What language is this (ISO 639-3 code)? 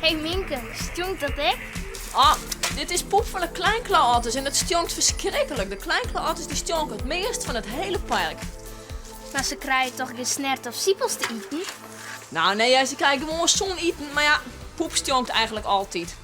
fry